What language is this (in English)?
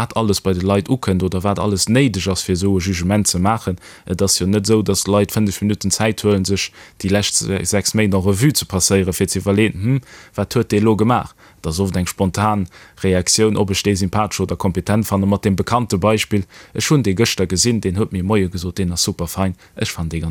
Luxembourgish